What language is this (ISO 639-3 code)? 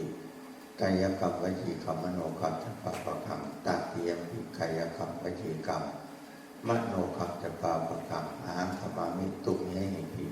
pli